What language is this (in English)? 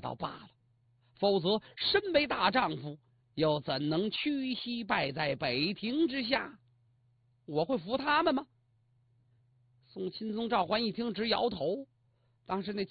Chinese